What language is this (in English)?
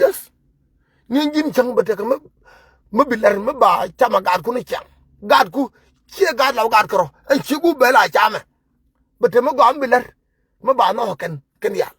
Nuer